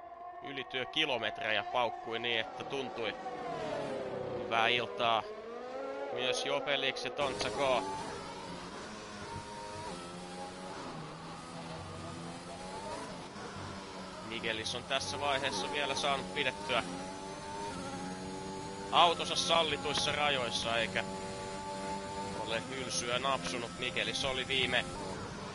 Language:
Finnish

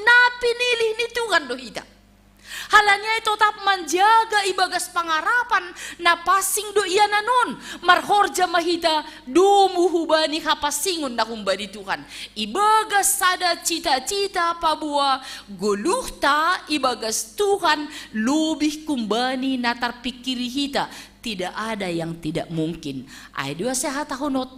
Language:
Batak Simalungun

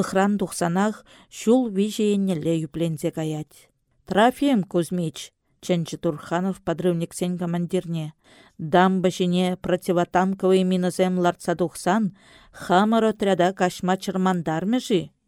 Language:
Chuvash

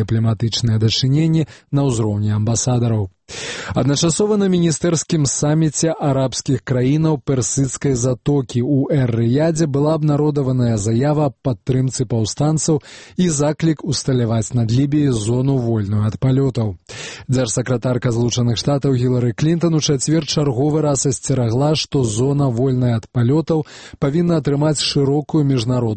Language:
Belarusian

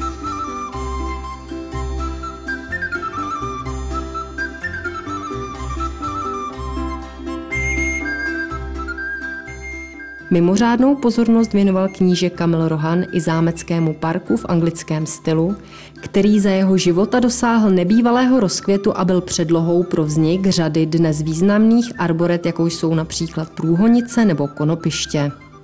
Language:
Czech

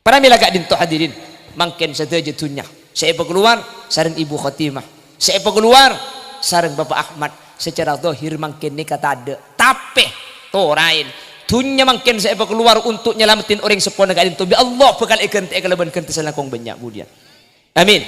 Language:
Madurese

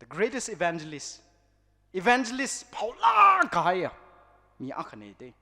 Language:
Tangkhul Naga (India)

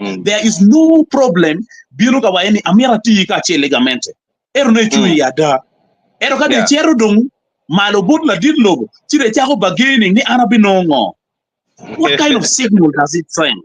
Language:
Acoli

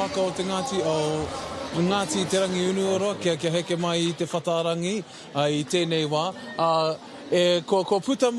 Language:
Māori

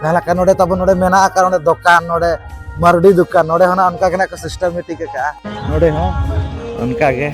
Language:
Santali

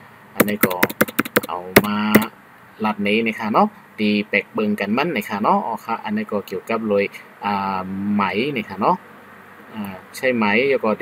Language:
Shan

